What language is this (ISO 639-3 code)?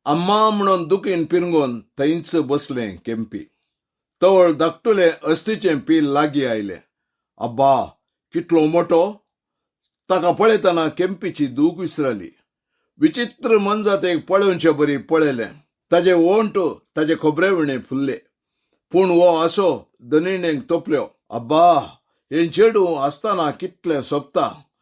kok